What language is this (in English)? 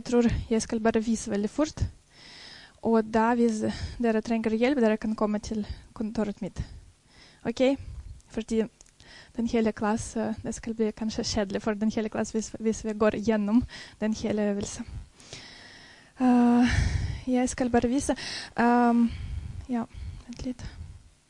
Norwegian